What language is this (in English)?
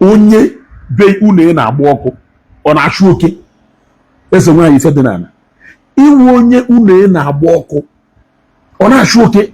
Igbo